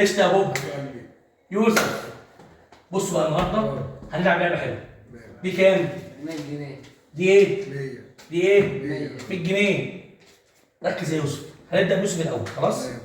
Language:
Egyptian Arabic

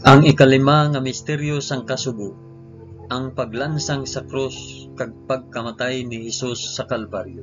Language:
Hiligaynon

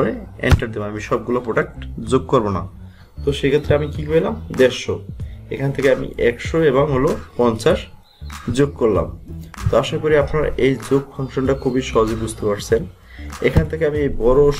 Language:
Bangla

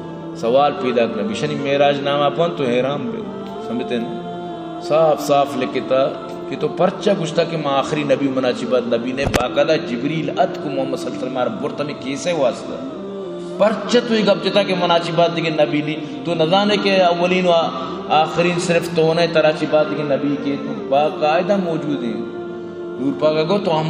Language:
Baluchi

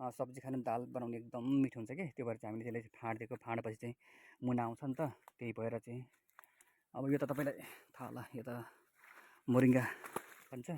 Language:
Nepali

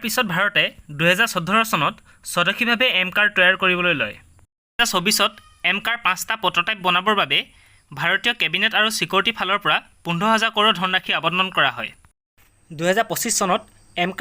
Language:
Assamese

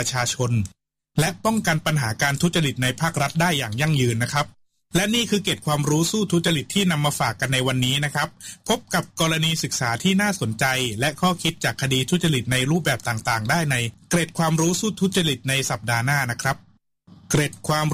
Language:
Thai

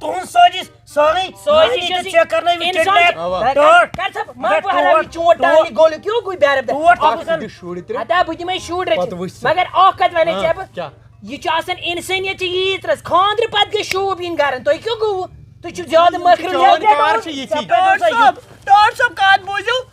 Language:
Kashmiri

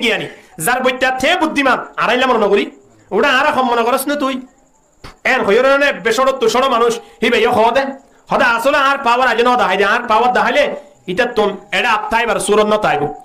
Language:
Rohingya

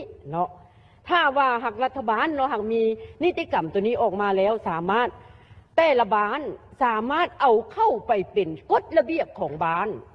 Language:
Lao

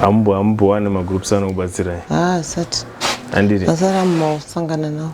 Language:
Shona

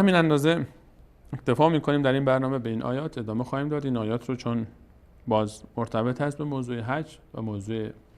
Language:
Persian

